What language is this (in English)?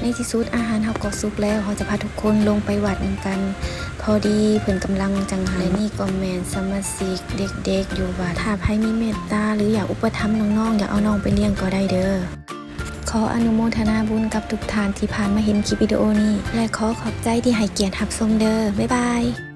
Lao